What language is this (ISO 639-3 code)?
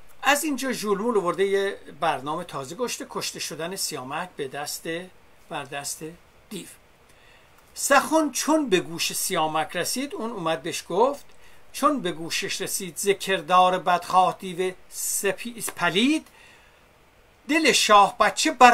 fas